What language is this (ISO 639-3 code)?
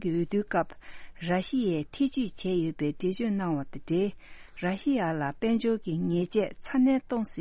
bod